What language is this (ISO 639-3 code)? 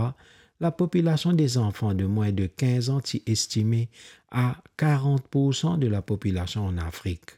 mfe